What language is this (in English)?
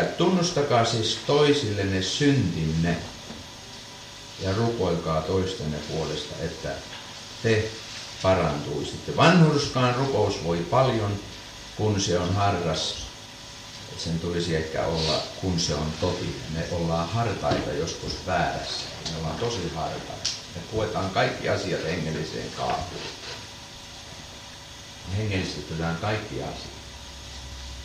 Finnish